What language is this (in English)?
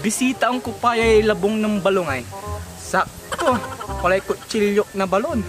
Pangasinan